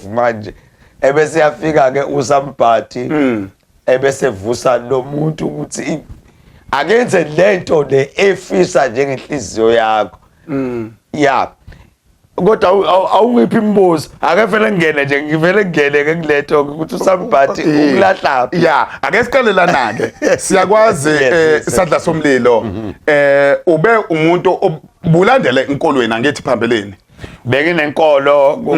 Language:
Zulu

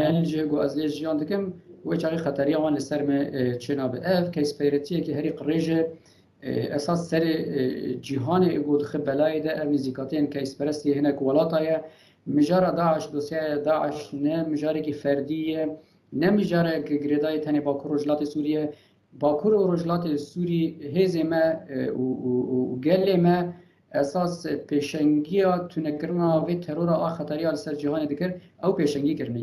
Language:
Kurdish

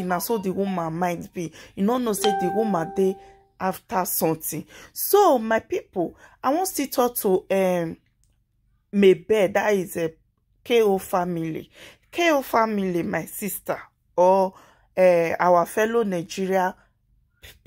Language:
Nigerian Pidgin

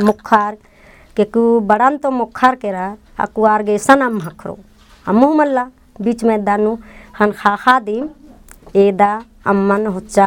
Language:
Kurukh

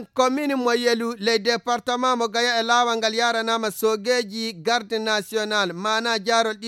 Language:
Fula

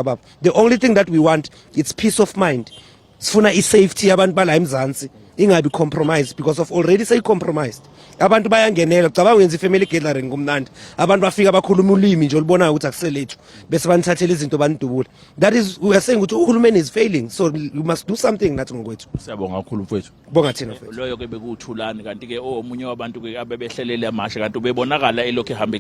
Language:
Zulu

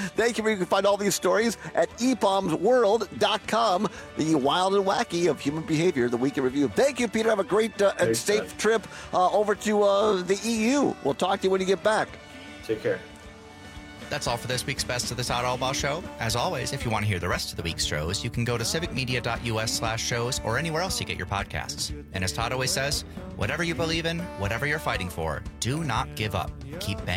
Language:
English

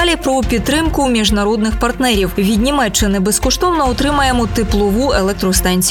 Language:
Ukrainian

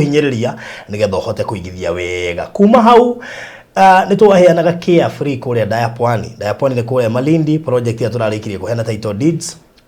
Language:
Kikuyu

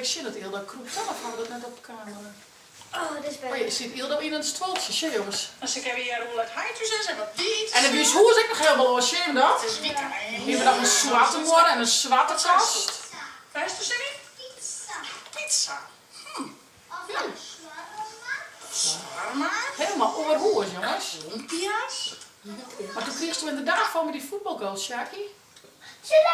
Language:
Western Frisian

